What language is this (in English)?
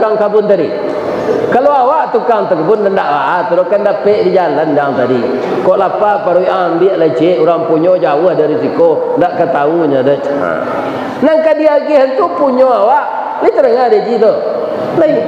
Minangkabau